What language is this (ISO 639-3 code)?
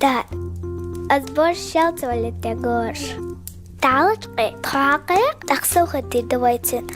che